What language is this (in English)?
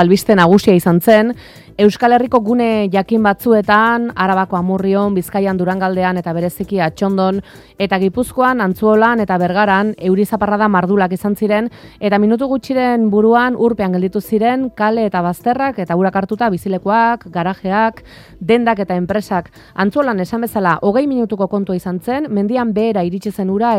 Basque